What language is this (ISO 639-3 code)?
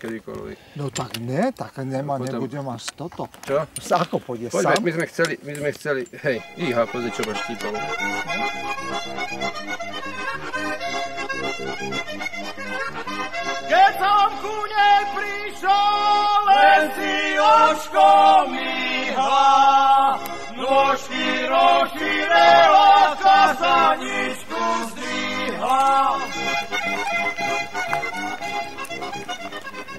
slk